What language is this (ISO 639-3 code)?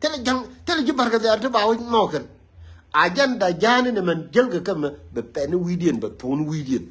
nus